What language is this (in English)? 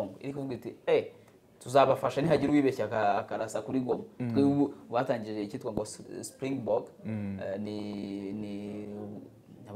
Kinyarwanda